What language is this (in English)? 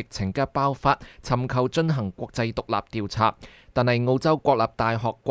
Cantonese